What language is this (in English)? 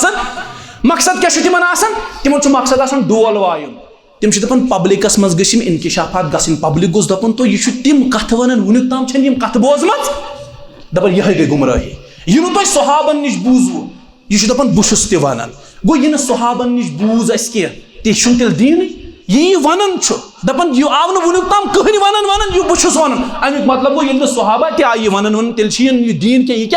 Kashmiri